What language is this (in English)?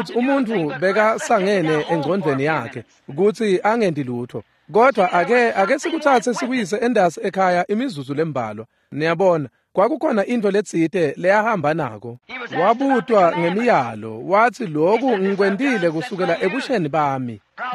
Swati